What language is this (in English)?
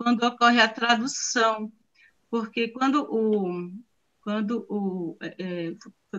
Portuguese